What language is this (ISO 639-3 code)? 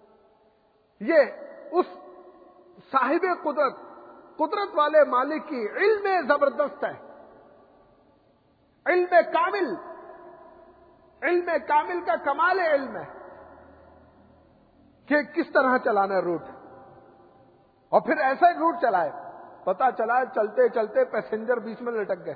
urd